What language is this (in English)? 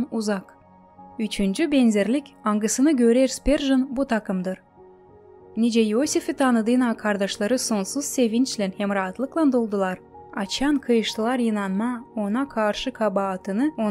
Gagauz